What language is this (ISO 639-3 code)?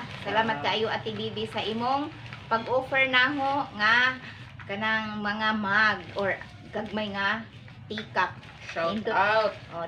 ceb